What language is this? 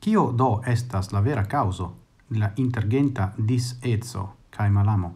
Esperanto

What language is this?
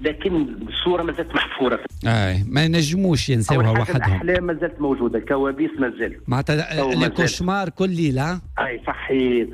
Tunisian Arabic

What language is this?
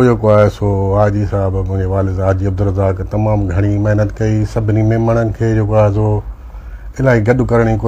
Sindhi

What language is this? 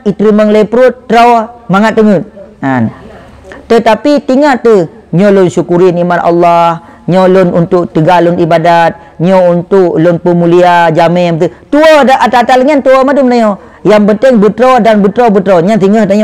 Achinese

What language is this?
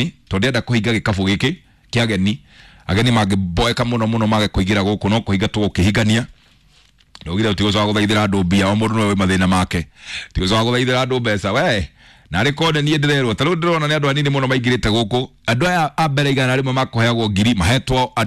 Kikuyu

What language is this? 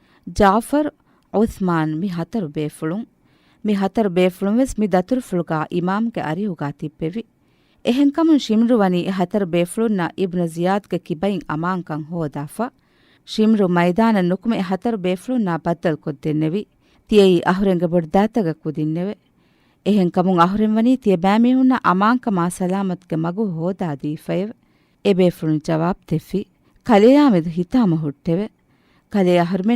Divehi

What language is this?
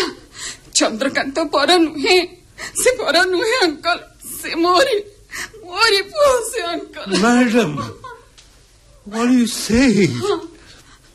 Odia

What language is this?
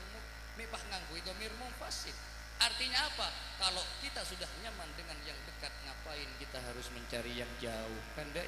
Madurese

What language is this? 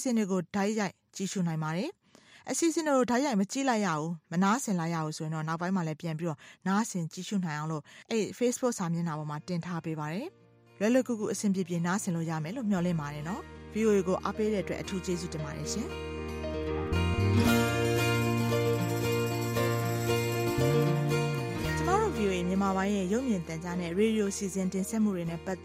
Burmese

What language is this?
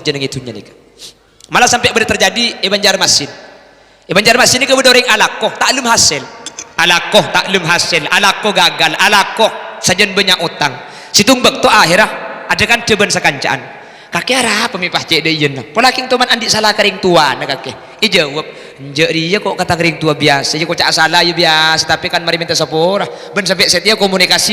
Madurese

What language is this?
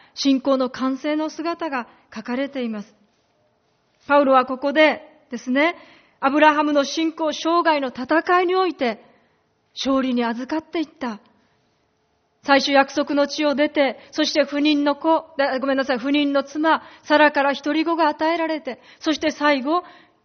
Japanese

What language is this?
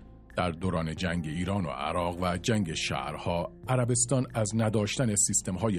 Persian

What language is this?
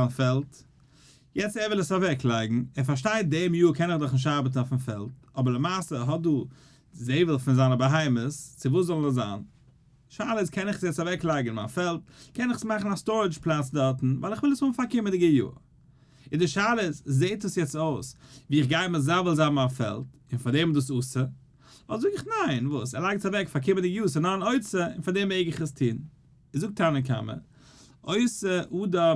Yiddish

